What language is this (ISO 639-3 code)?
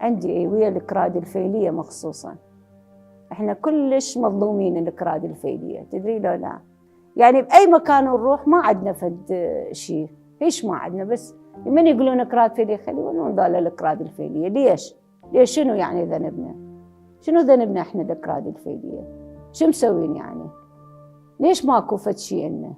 acm